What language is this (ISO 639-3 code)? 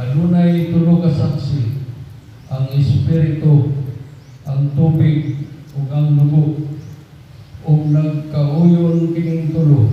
ceb